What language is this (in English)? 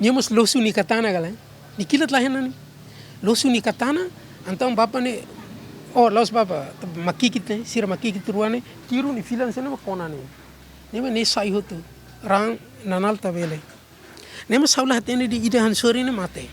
Tetum